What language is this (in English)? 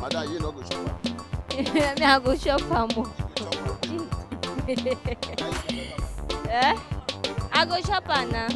Nigerian Pidgin